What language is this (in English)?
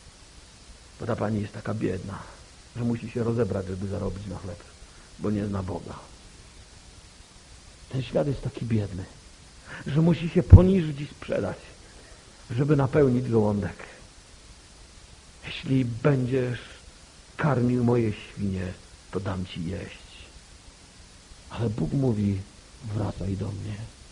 Polish